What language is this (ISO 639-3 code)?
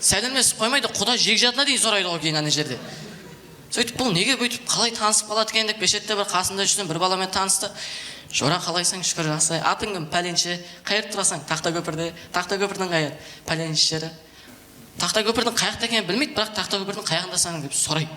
kaa